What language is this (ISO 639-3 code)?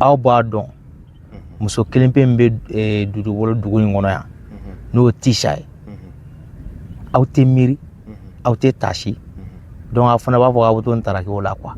bam